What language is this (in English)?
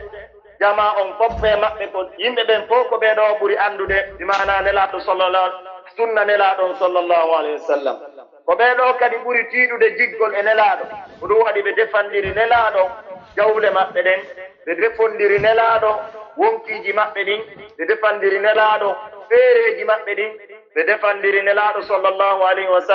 Pular